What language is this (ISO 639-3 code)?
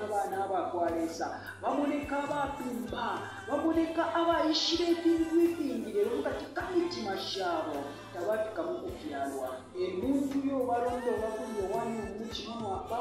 bem